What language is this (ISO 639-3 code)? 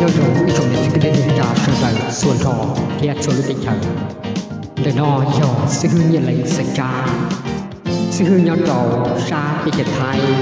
hmn